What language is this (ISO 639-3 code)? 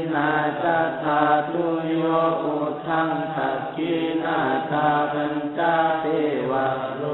pli